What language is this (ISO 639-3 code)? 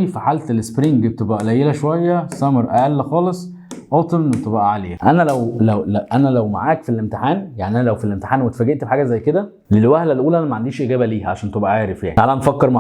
arz